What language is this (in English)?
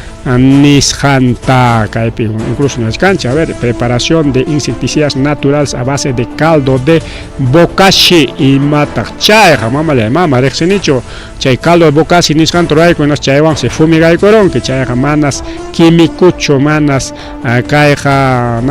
Ayacucho Quechua